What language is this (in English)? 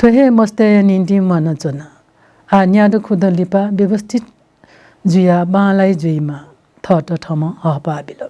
Newari